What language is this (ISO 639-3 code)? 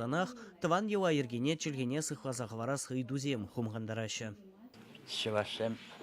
chv